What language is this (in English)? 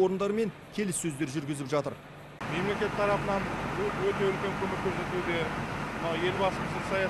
Kazakh